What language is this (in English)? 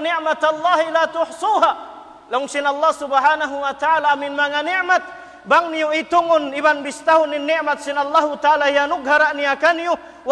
Tausug